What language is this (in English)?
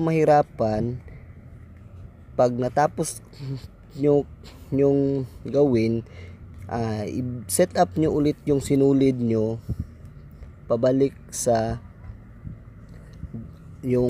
Filipino